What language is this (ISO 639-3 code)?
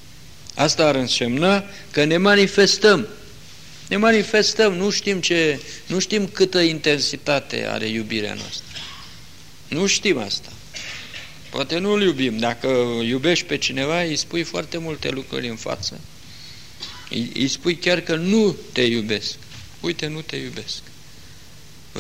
ron